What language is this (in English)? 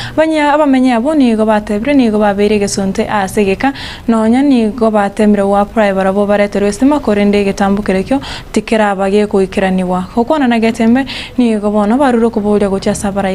Gusii